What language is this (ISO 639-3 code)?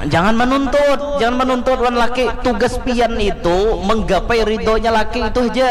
bjn